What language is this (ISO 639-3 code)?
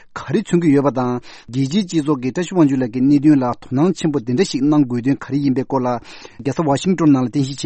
bod